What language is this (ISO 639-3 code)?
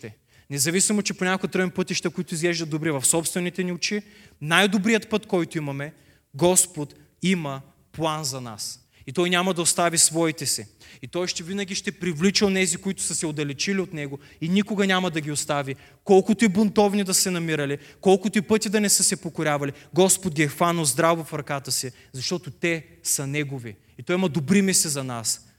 bul